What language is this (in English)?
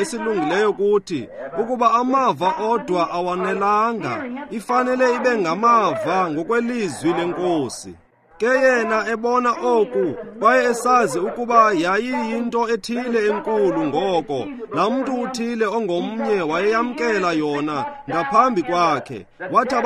Xhosa